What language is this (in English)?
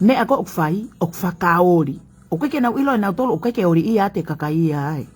Tongan